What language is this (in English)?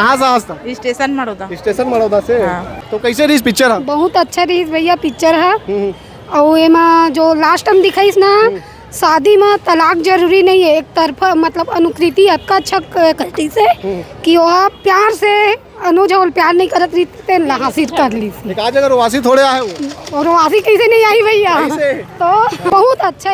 Chhattisgarhi